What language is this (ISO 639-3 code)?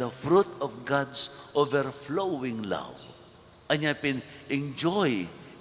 pam